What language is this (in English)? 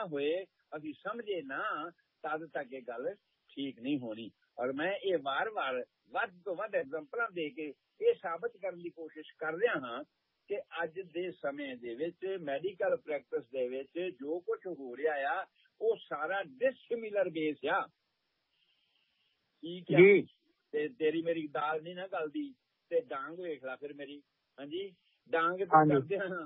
Punjabi